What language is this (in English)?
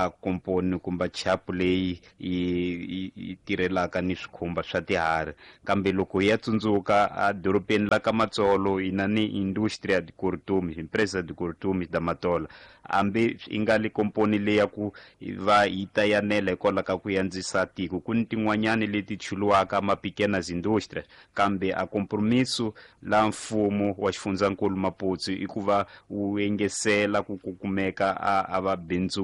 Tsonga